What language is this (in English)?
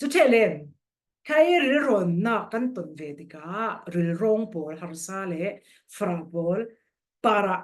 Falam Chin